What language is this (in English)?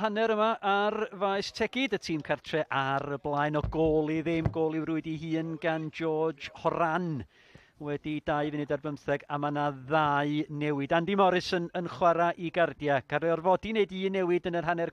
Welsh